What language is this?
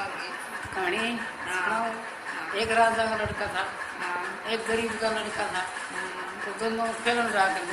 Haryanvi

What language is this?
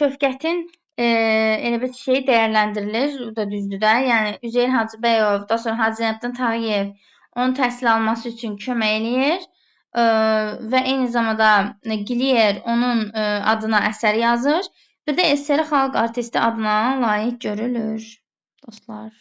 Azerbaijani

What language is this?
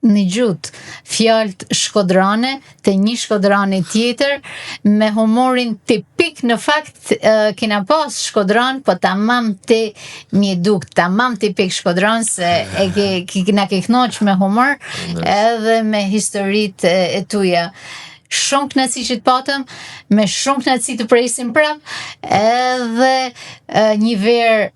Albanian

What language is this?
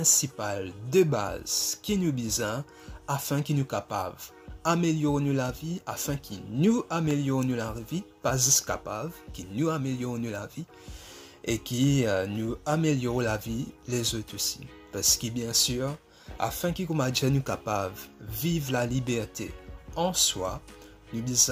Morisyen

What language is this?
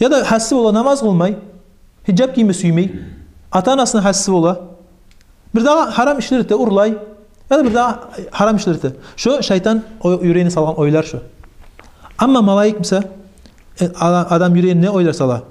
Kumyk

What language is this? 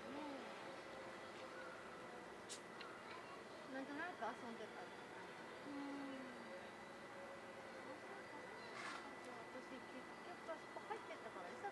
Japanese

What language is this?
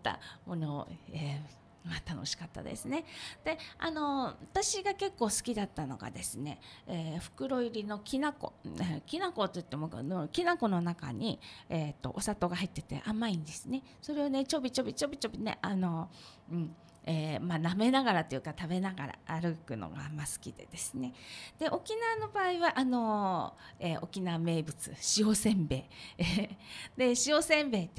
Japanese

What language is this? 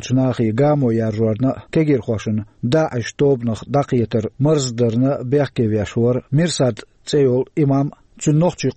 Chechen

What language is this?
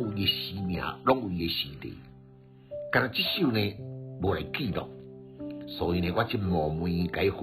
Min Nan Chinese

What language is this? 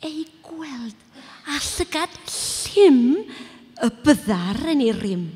Welsh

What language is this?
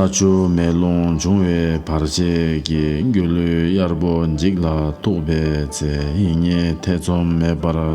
Tibetan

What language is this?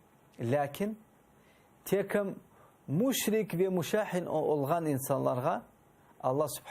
Crimean Tatar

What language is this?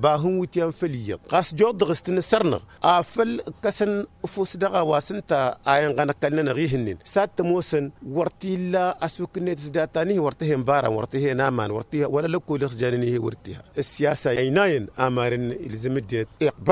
Tamasheq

